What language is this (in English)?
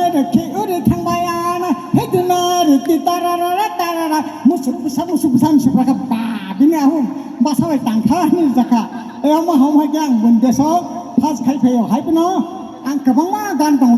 Kok Borok